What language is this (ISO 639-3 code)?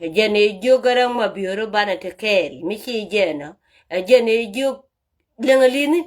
nus